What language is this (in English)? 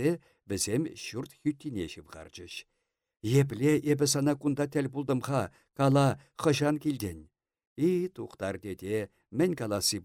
Chuvash